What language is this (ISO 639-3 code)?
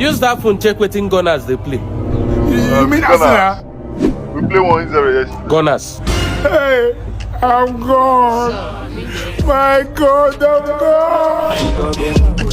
pcm